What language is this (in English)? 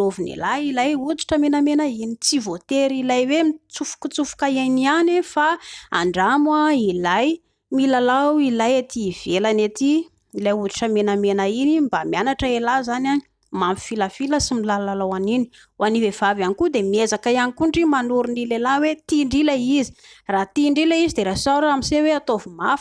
Malagasy